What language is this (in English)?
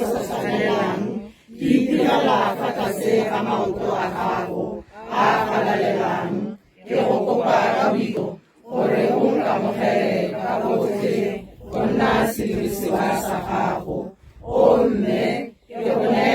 Tswana